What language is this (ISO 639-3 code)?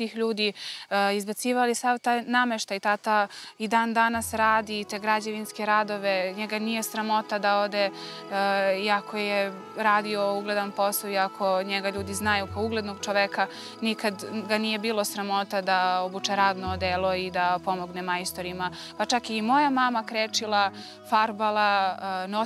srp